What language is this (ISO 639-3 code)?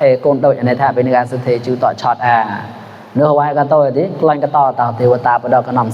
mnw